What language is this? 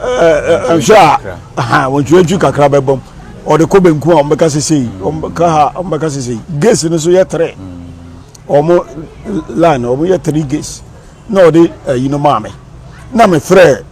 Akan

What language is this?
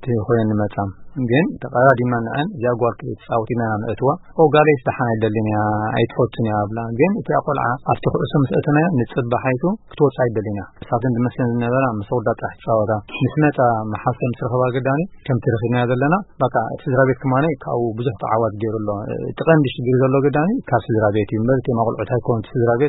Tigrinya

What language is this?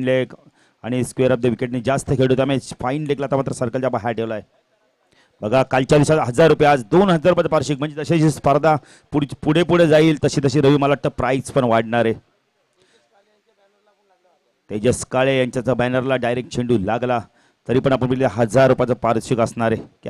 Marathi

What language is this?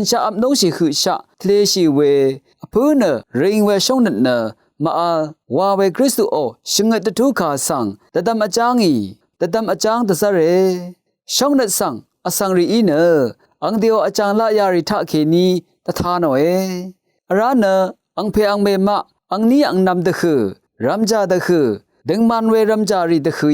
Rawang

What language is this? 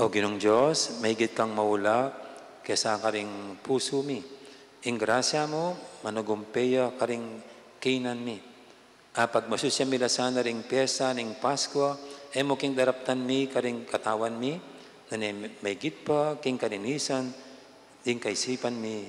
Pampanga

